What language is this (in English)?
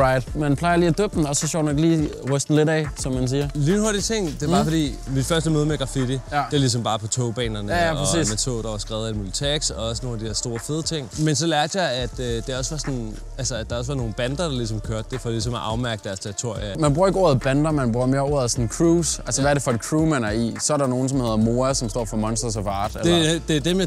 Danish